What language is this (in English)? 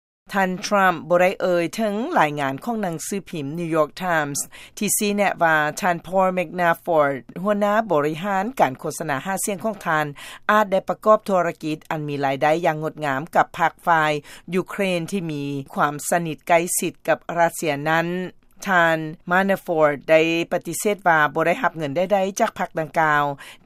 Lao